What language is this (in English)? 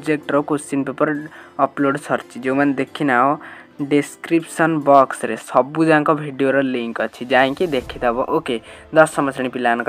Odia